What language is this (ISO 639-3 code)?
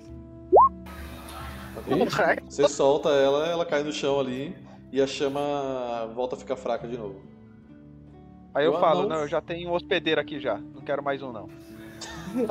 por